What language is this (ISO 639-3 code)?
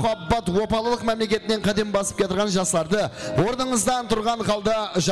kaa